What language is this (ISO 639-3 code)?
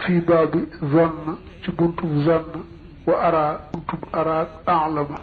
wol